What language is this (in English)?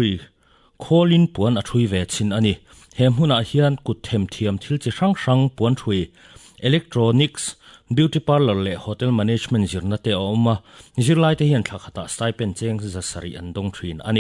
Mizo